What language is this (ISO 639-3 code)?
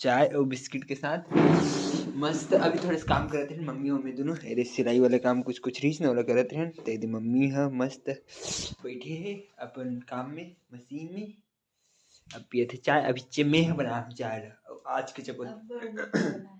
hne